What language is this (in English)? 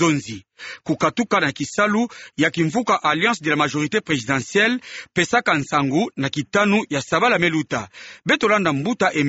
Kituba (Democratic Republic of Congo)